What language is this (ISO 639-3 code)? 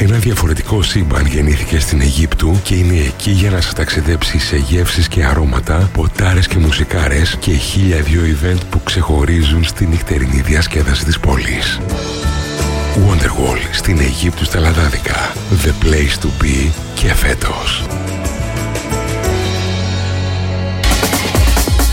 ell